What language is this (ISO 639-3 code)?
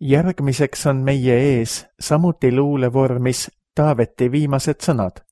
est